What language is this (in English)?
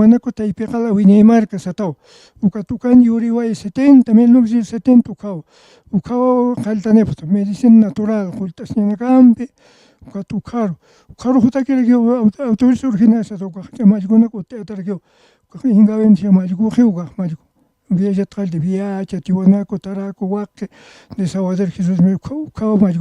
Aymara